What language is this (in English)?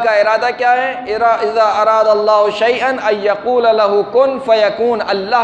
Urdu